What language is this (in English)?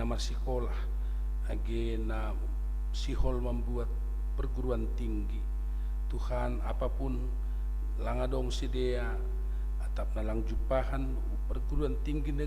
Batak Simalungun